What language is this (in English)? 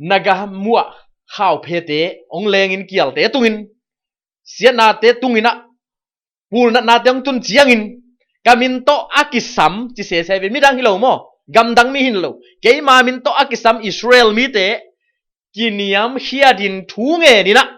Tedim Chin